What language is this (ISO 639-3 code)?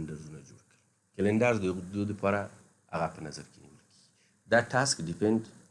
pus